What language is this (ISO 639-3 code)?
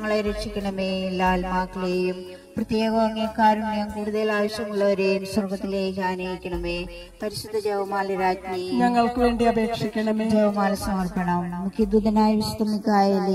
mal